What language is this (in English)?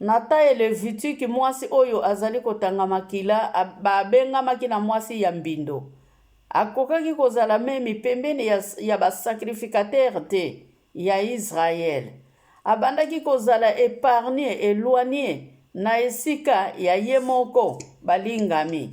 Lingala